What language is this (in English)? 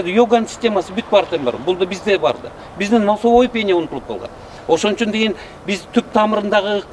Kyrgyz